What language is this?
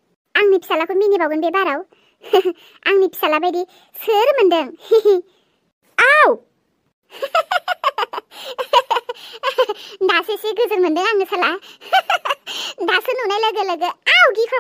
Bodo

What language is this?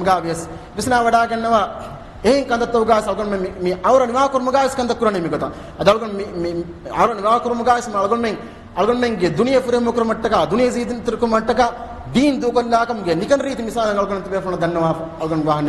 Divehi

